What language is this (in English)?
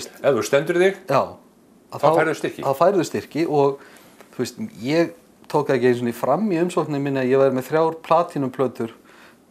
Icelandic